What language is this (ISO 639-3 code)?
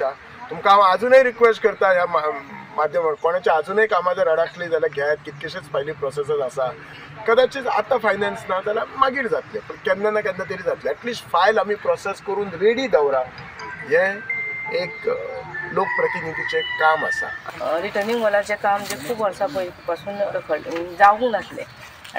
kok